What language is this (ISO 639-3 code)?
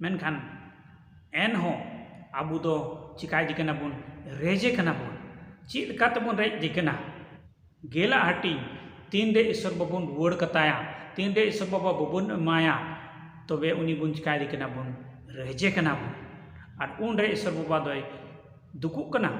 sat